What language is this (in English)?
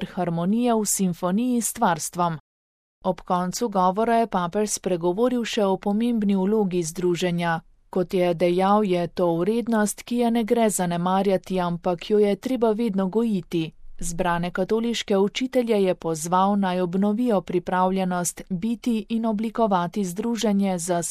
Slovenian